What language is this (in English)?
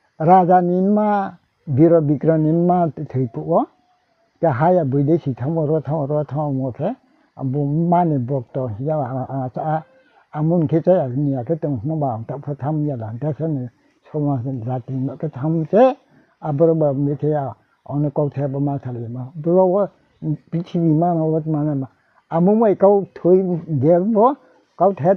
Riang (India)